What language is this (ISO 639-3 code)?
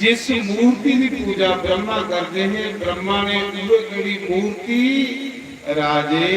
doi